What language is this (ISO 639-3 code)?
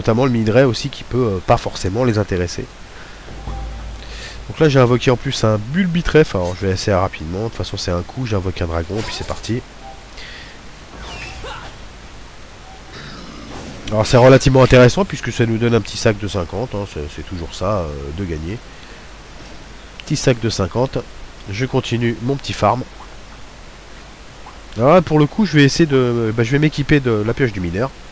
fra